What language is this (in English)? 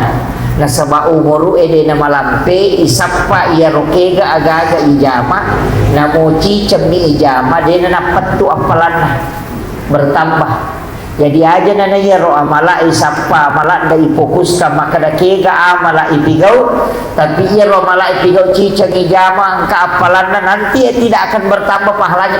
Buginese